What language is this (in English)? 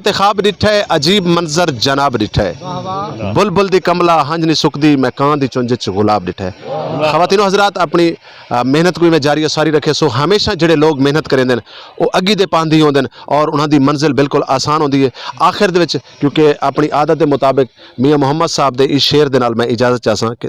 Saraiki